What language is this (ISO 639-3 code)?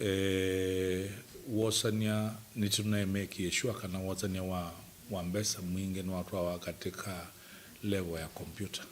kam